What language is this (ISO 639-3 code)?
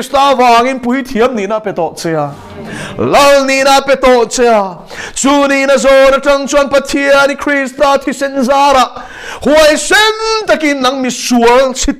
lus